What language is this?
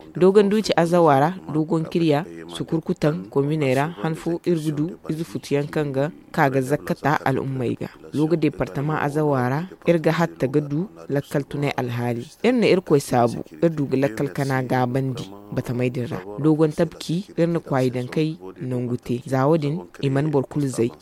Zarma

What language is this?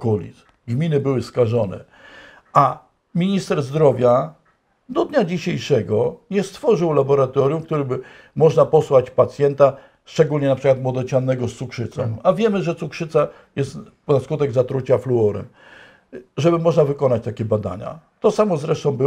Polish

